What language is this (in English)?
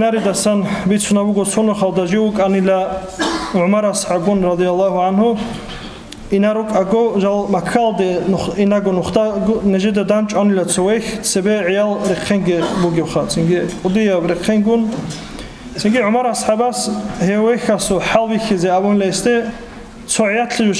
Avaric